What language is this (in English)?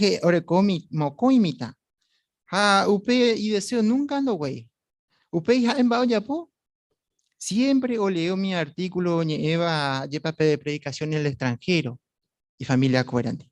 Guarani